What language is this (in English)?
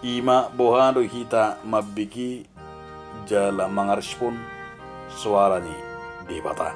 Batak Toba